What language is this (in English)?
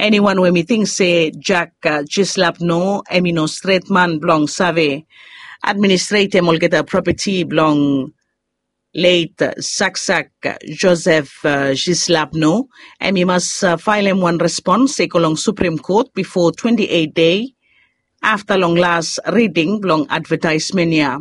Bislama